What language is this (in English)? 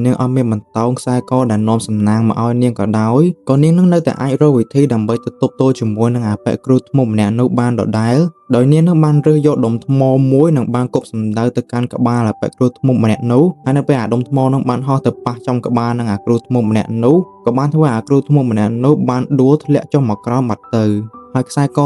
Khmer